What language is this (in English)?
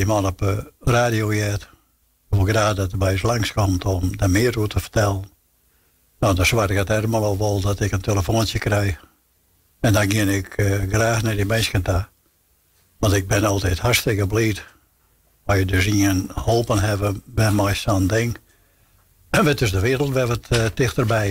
Western Frisian